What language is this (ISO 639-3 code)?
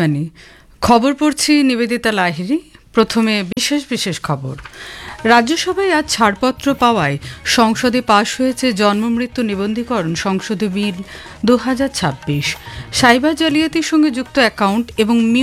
ben